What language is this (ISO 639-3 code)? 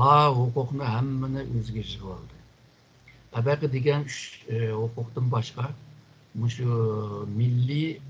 uig